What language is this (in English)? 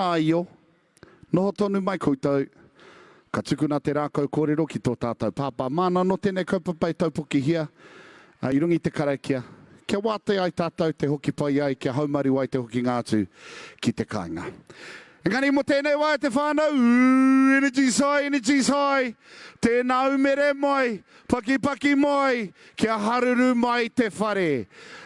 Māori